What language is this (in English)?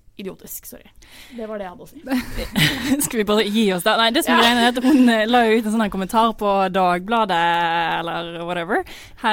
Norwegian